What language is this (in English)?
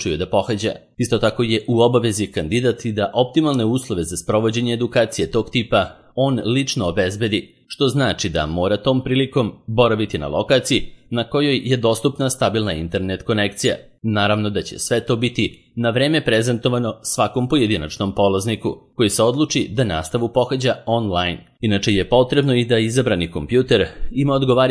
Serbian